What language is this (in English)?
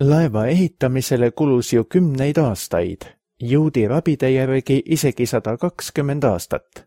Estonian